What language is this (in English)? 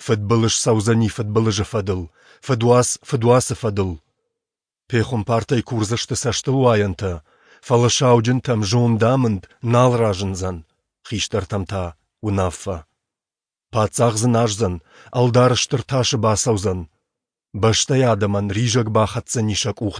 Ossetic